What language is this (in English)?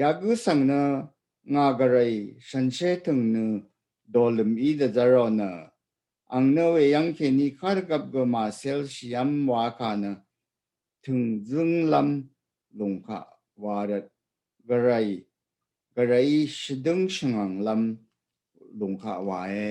Rawang